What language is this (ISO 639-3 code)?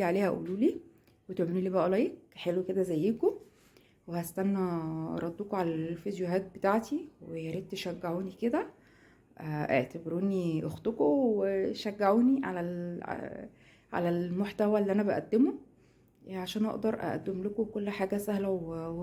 arz